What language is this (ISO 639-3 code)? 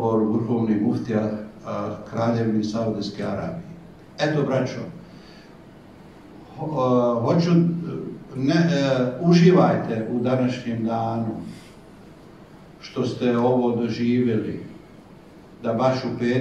bos